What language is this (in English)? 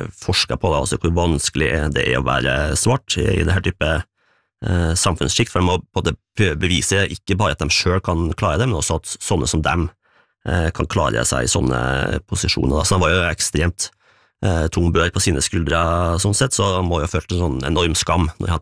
Norwegian